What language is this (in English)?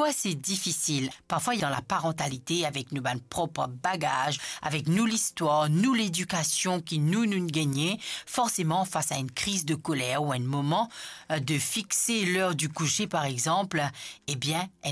Morisyen